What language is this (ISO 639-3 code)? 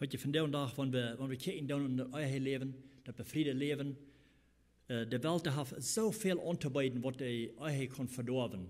pdt